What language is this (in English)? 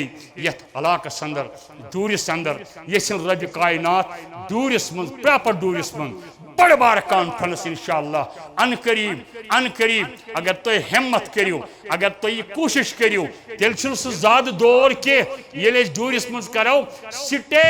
Kashmiri